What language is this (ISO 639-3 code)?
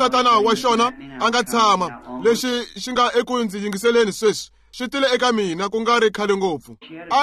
tso